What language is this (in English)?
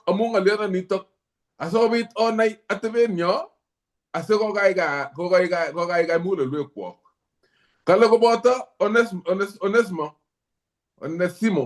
Kalenjin